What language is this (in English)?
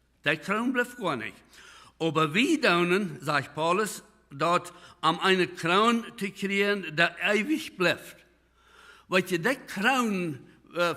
Plautdietsch